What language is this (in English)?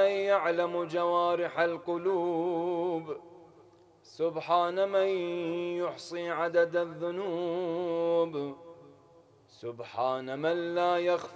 Arabic